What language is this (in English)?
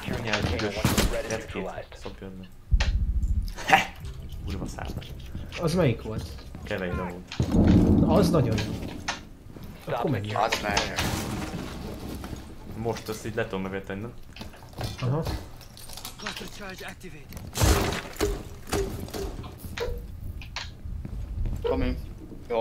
Hungarian